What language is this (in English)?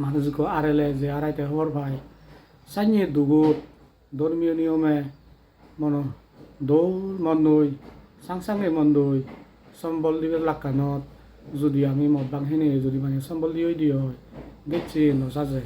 Chakma